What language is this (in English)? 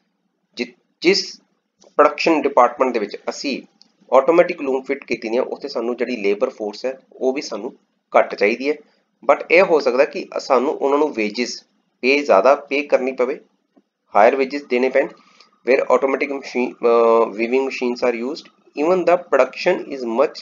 Punjabi